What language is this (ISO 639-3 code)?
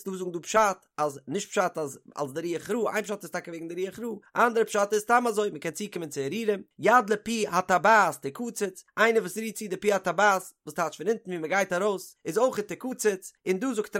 yid